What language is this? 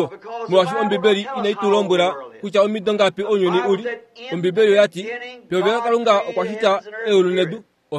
Kuanyama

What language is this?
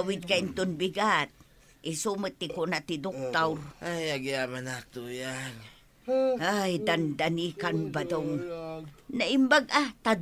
Iloko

